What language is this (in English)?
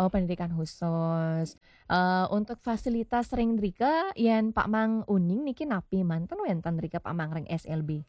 Balinese